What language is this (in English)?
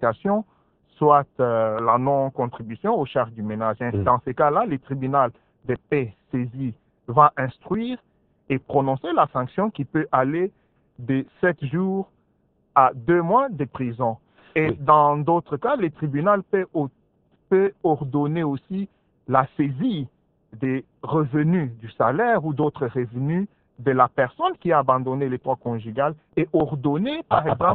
French